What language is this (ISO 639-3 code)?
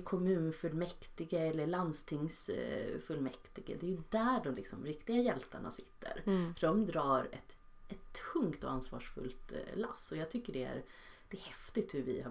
swe